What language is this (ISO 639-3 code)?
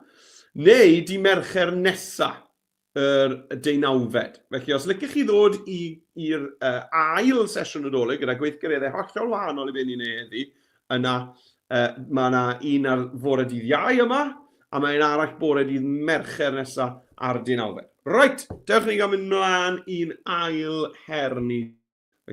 cym